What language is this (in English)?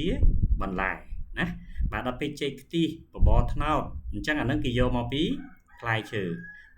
Khmer